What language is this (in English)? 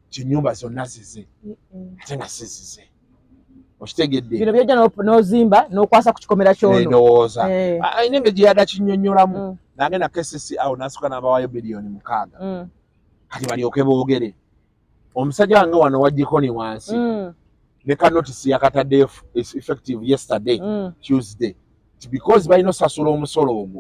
Ganda